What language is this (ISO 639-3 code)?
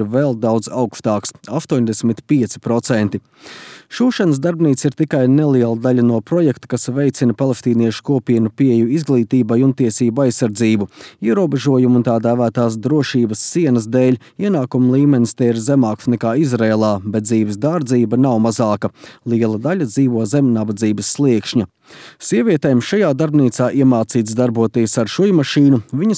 lav